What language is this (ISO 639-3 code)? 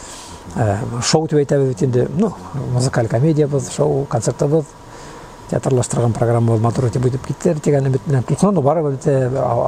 bak